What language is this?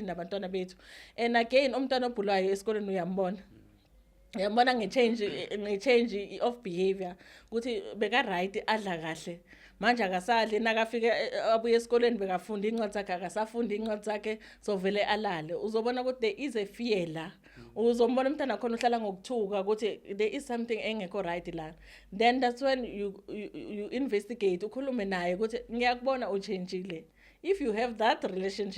Zulu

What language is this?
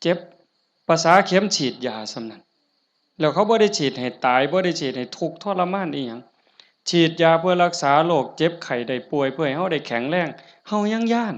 Northeastern Thai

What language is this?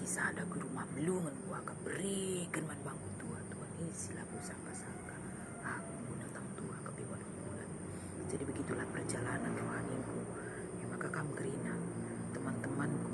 Batak Karo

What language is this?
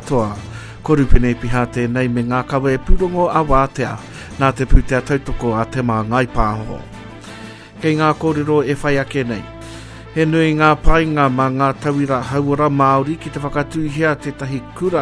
Māori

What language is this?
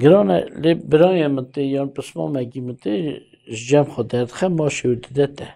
Kurdish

